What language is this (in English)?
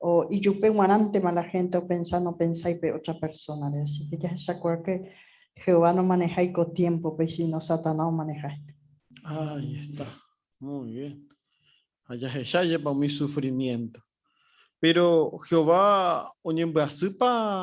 Guarani